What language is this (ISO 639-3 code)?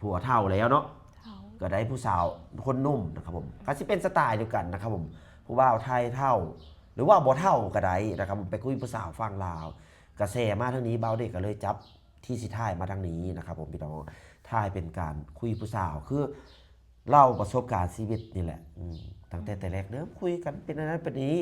lao